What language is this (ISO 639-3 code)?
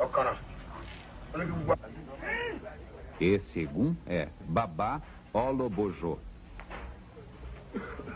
por